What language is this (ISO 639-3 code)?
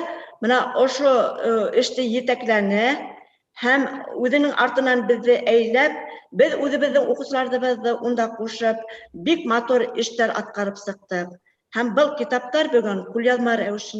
bak